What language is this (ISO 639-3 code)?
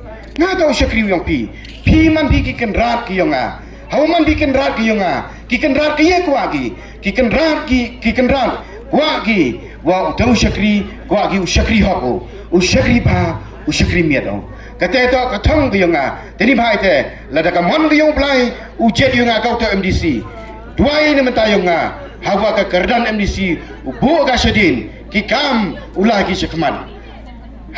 pbv